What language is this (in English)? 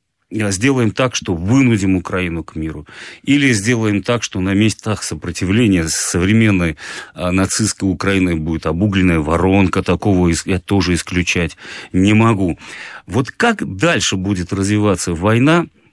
Russian